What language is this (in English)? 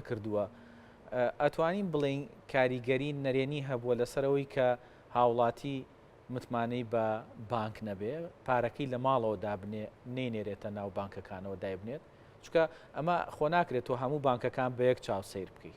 Central Kurdish